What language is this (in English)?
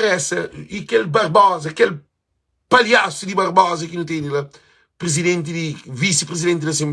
Kabuverdianu